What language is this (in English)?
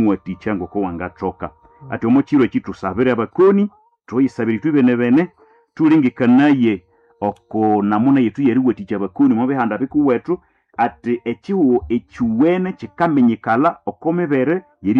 Nande